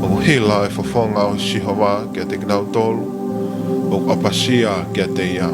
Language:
Tongan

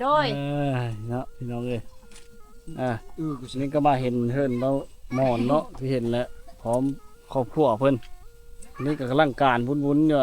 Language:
Lao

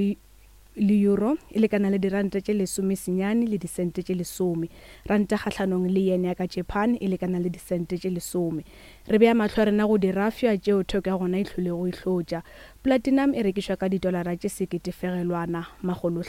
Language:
Northern Sotho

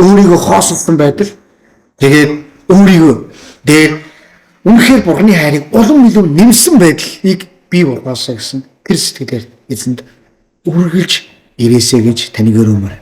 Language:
Mongolian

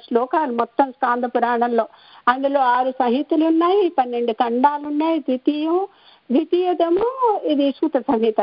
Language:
Telugu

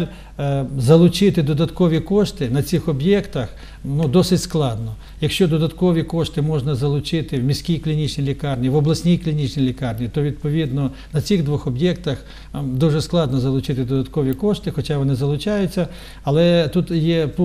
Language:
Ukrainian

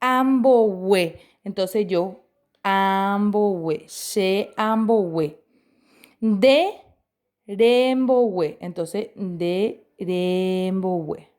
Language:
Guarani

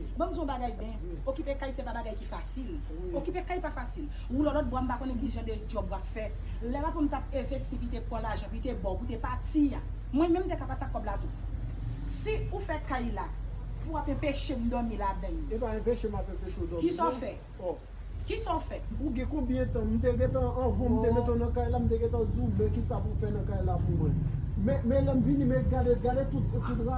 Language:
Haitian Creole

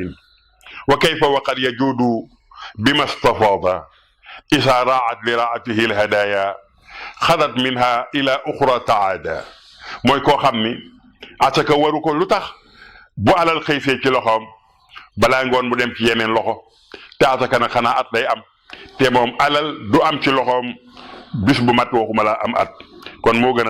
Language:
Wolof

